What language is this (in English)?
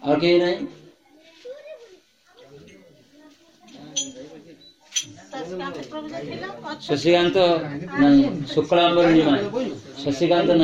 Odia